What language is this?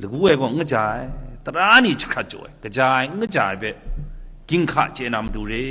Kachin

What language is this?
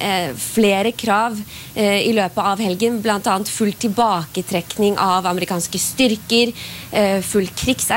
Norwegian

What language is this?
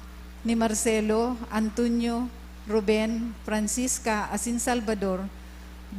Bikol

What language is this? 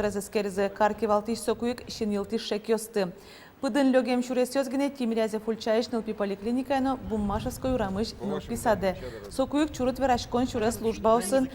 Udmurt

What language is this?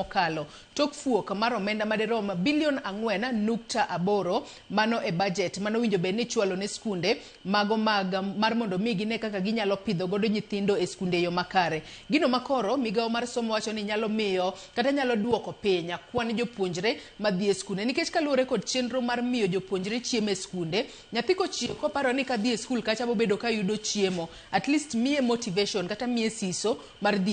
Luo (Kenya and Tanzania)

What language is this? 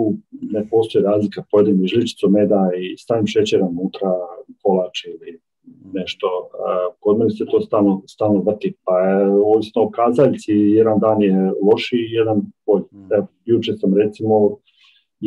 Croatian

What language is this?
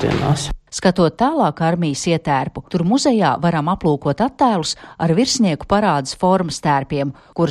Latvian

